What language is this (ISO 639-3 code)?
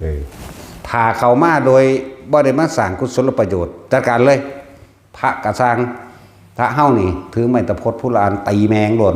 tts